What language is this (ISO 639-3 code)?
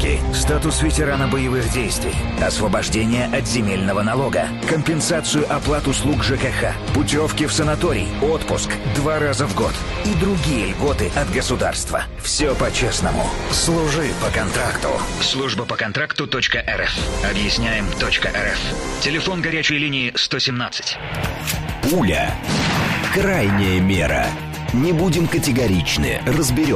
rus